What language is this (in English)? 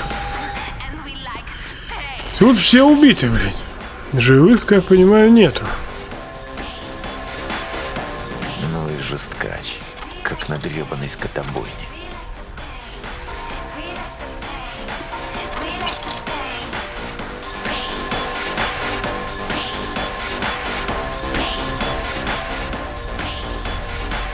Russian